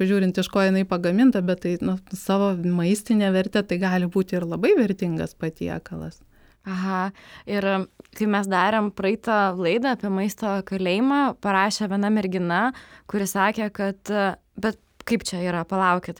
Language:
Lithuanian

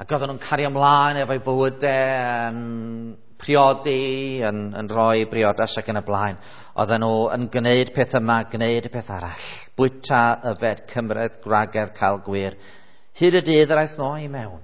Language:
Welsh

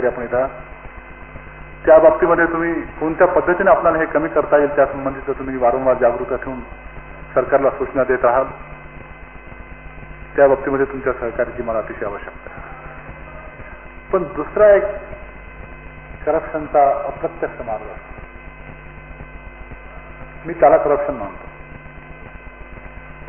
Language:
Marathi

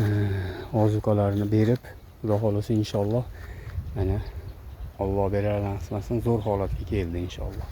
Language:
Uzbek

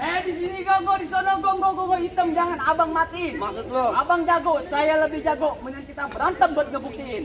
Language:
Betawi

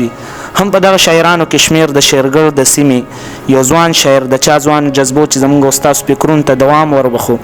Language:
Pashto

